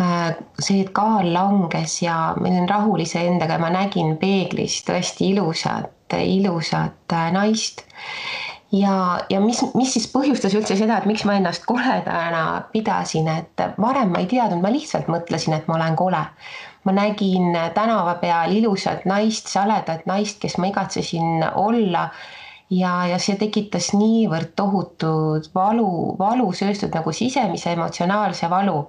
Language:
Estonian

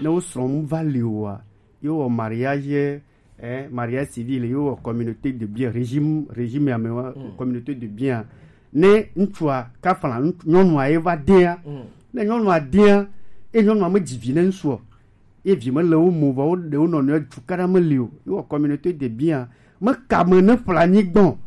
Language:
Gen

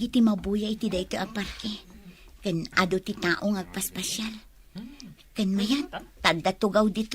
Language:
Iloko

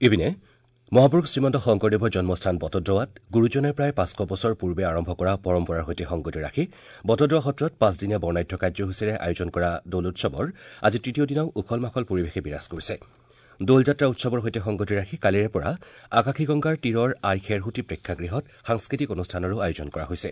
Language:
Assamese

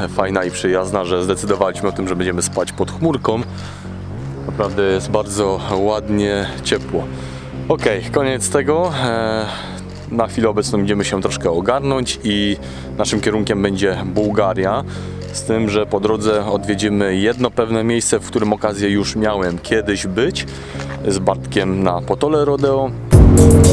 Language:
Polish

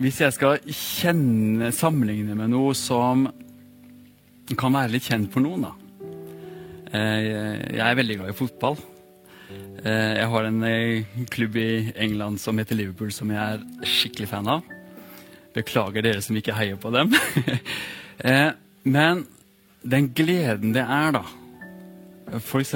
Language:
Norwegian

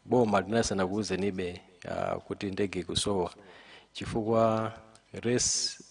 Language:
Nyanja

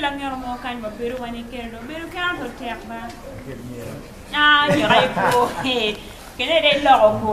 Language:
Acoli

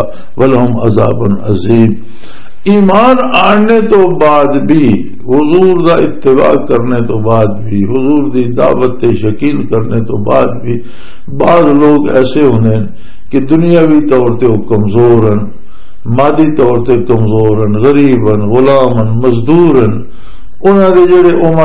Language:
Western Panjabi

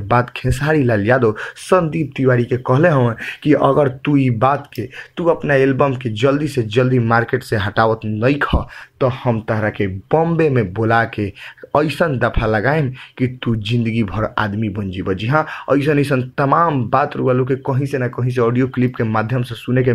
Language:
Bhojpuri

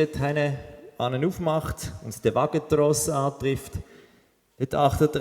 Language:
Swiss German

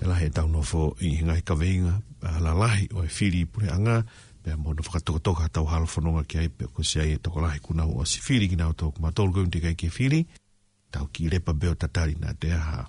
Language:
Tongan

